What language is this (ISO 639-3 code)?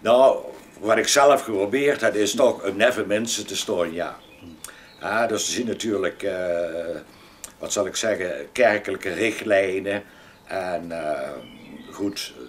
lim